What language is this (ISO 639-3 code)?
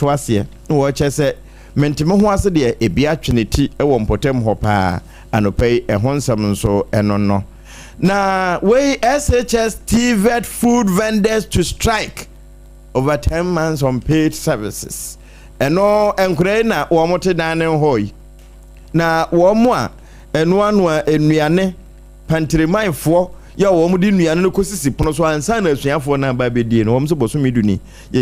aka